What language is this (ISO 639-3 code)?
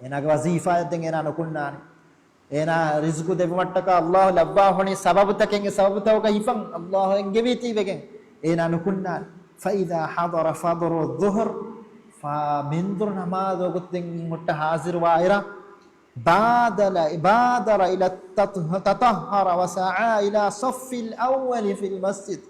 div